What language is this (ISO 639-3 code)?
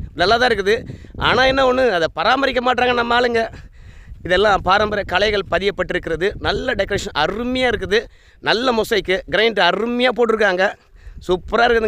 tam